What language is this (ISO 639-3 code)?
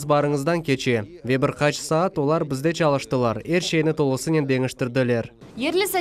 crh